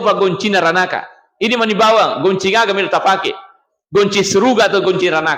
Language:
Buginese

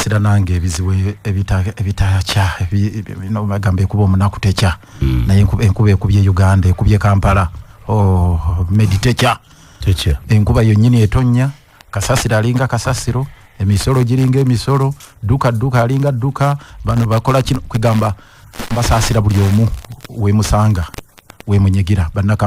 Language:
Ganda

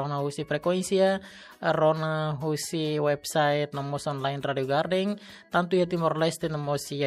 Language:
Tetum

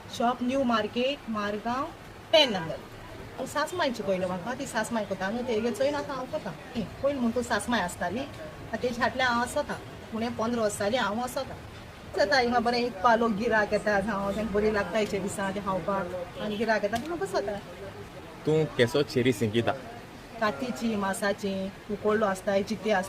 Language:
Konkani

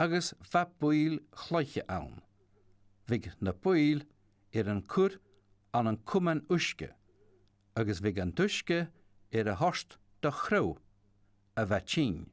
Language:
Scottish Gaelic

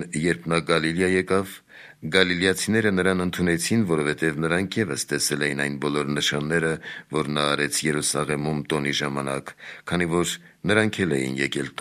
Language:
Armenian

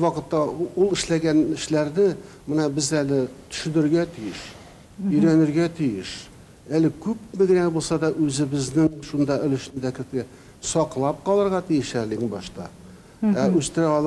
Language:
Tatar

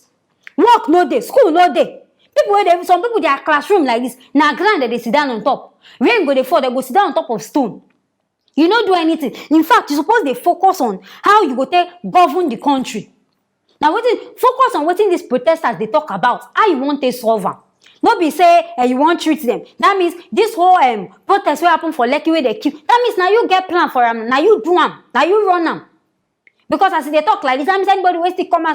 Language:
Nigerian Pidgin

